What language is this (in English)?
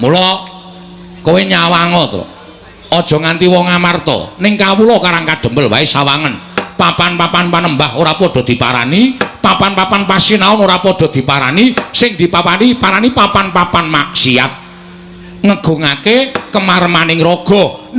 Javanese